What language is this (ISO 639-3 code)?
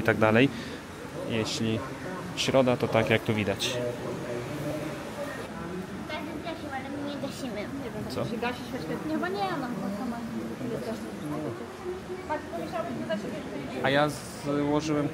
pol